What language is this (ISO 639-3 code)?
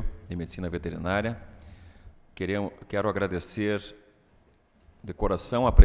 por